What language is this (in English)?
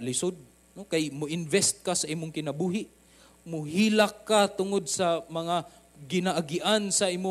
Cebuano